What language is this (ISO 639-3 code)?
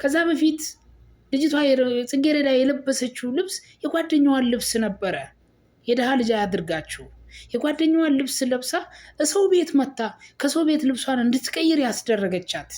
amh